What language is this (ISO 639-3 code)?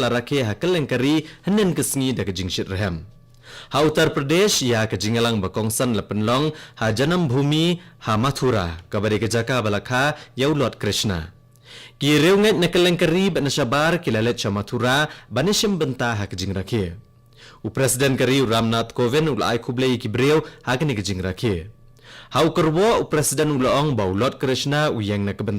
kha